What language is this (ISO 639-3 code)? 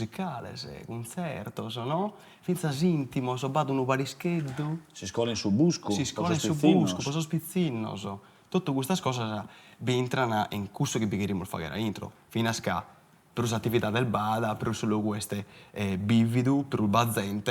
srd